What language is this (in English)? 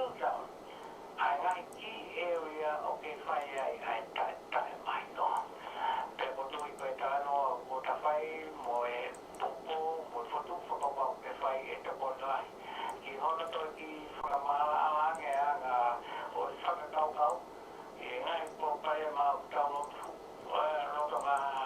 Tongan